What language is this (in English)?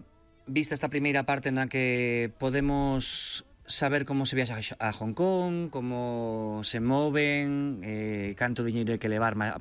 Galician